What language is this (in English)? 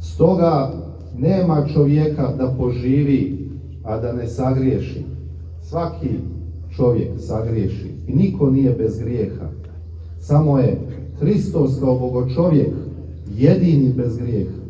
Serbian